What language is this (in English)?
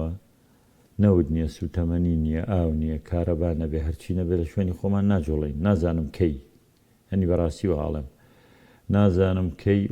Central Kurdish